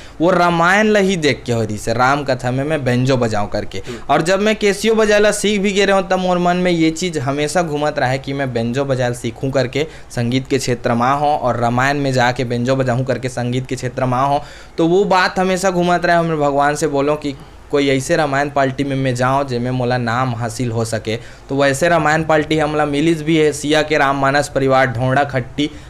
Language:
Chhattisgarhi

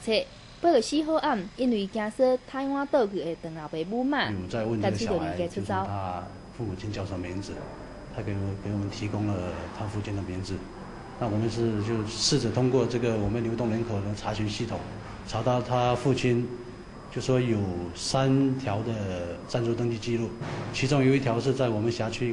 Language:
Min Nan Chinese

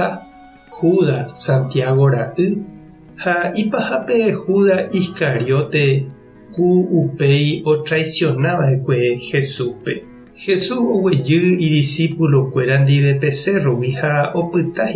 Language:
Guarani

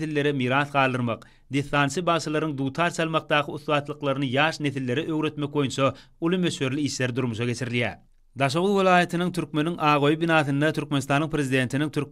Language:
Turkmen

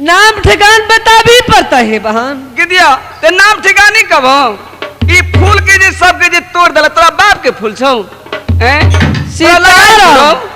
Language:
Maithili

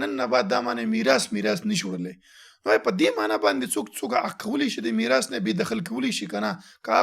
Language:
Pashto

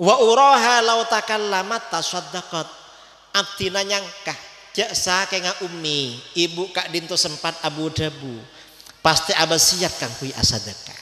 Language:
Madurese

